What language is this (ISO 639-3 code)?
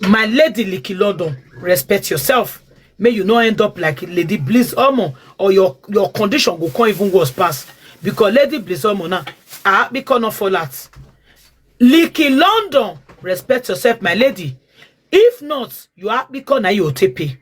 pcm